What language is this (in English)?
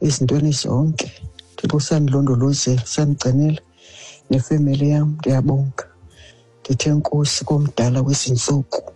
Xhosa